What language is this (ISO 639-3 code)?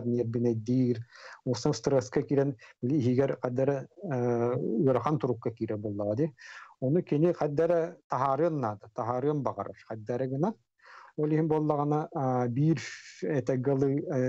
sah